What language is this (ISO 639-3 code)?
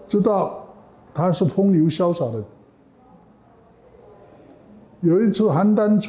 zho